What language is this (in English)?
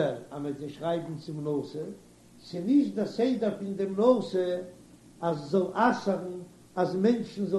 Yiddish